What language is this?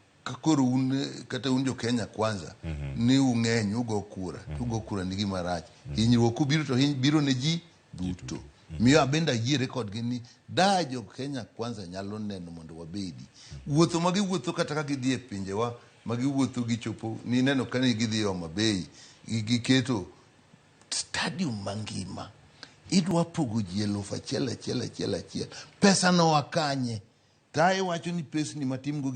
Luo (Kenya and Tanzania)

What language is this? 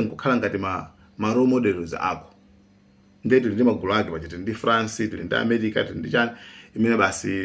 Nyanja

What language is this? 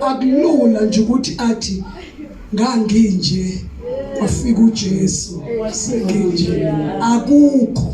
Zulu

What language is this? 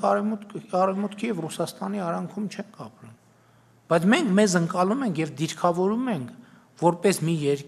Armenian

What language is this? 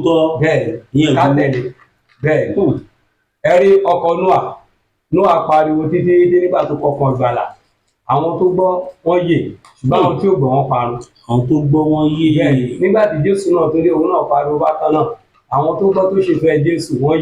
Yoruba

